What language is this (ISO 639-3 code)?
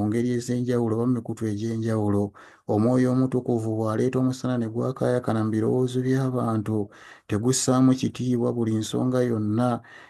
lug